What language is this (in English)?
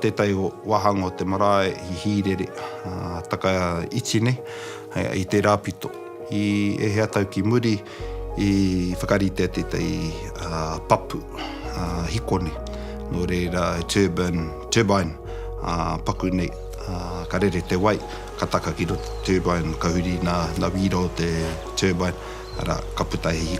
Māori